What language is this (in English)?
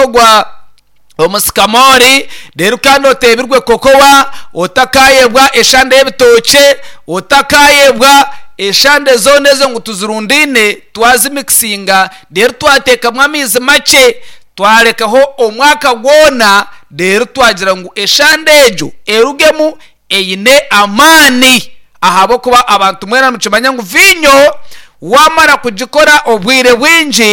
Nyankole